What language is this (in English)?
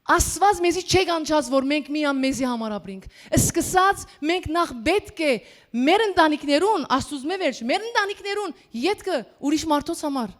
Western Armenian